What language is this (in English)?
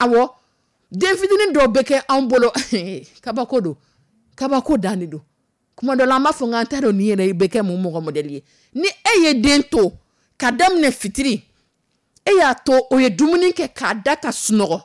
Dyula